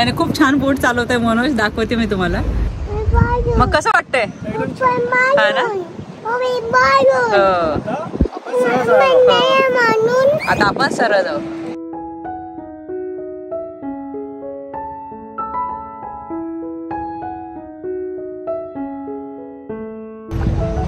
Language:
Marathi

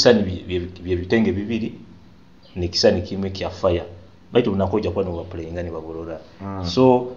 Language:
Nyoro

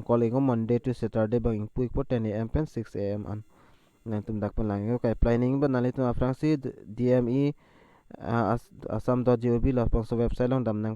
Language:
Karbi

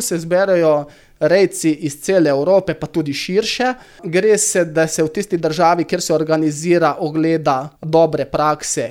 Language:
Slovenian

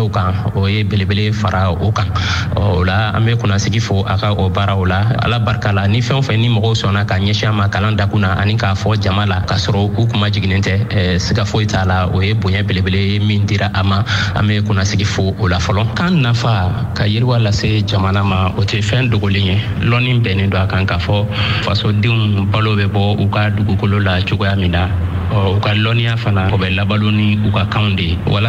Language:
Bambara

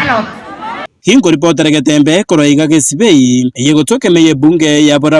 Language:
Gusii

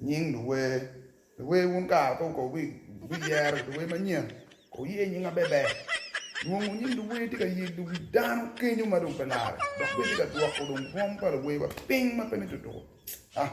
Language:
Acoli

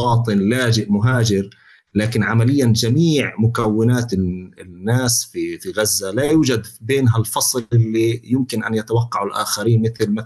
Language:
North Levantine Arabic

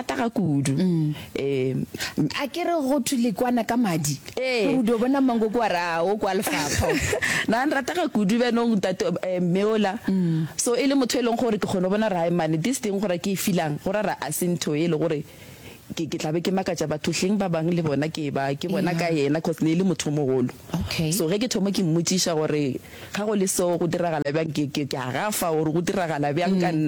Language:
Northern Sotho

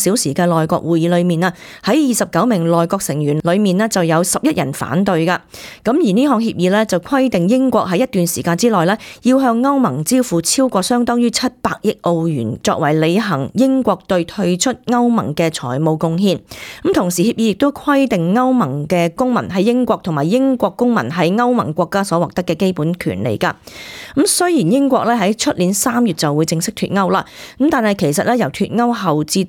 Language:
Cantonese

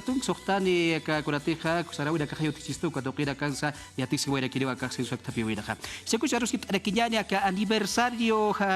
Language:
Aymara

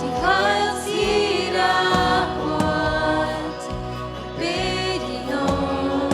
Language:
Plautdietsch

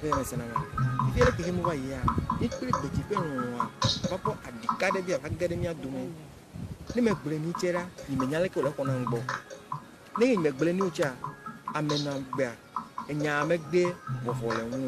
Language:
Ewe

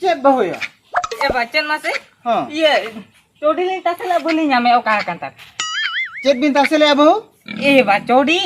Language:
Santali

